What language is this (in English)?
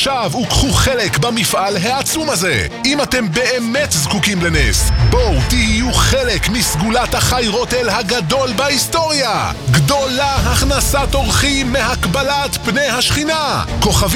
Hebrew